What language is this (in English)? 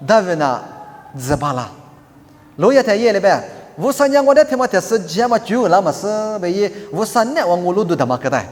Lisu